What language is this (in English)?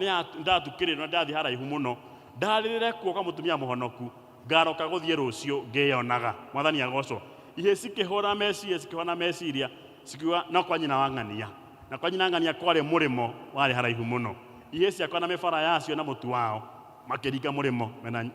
Kikuyu